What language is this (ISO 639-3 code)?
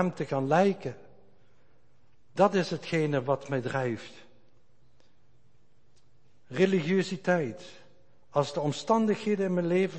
nld